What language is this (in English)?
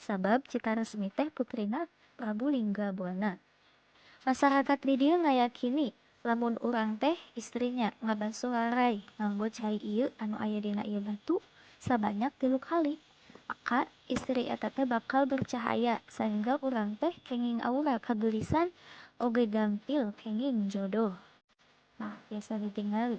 Sundanese